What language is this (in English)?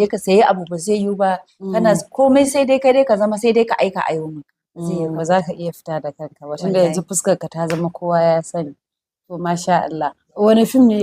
Hausa